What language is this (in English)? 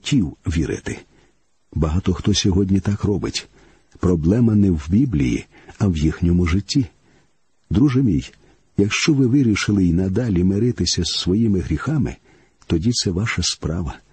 Ukrainian